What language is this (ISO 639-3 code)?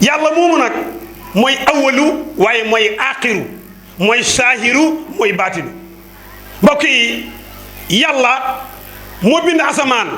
wol